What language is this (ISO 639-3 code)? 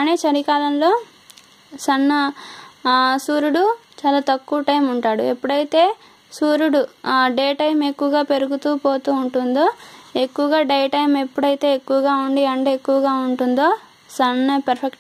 tel